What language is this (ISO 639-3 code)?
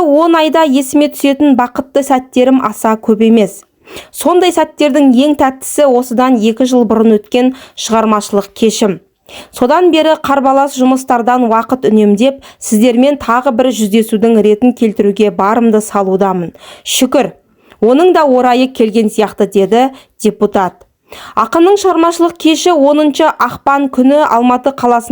kaz